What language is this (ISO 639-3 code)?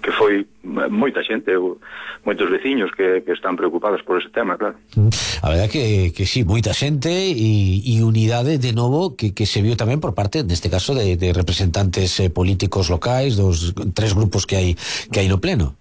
glg